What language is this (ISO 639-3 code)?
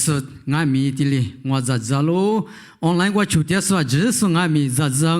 lis